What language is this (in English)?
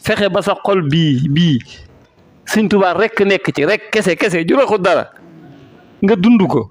Wolof